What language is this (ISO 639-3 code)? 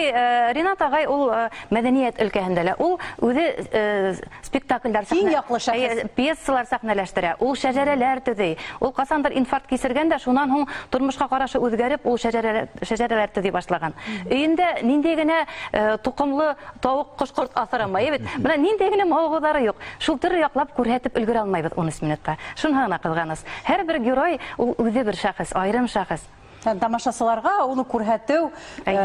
bak